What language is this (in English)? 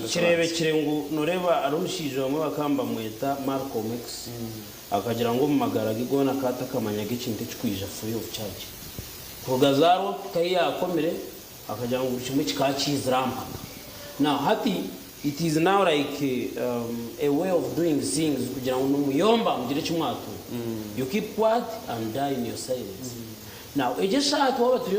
Nyankole